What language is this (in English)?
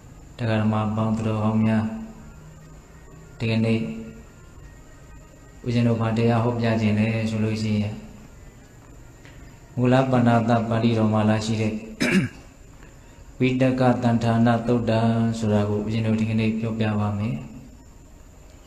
Burmese